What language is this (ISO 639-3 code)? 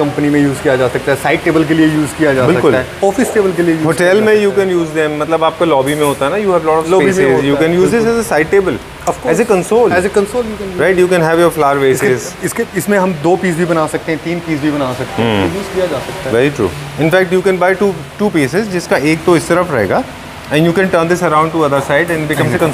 hin